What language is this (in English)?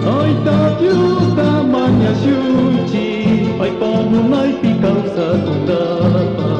Chimborazo Highland Quichua